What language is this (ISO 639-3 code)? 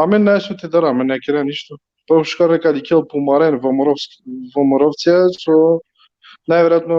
rmn